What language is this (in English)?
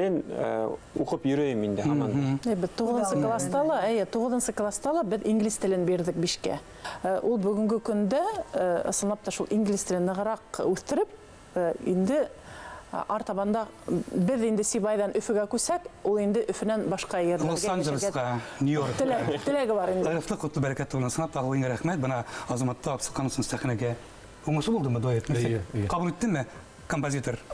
Bashkir